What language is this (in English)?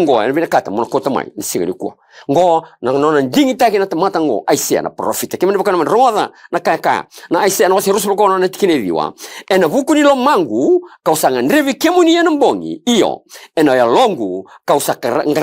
Fijian